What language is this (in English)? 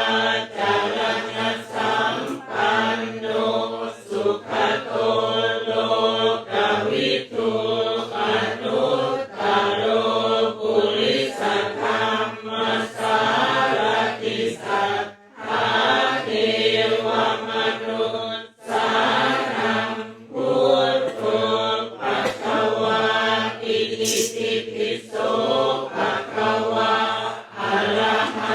Pali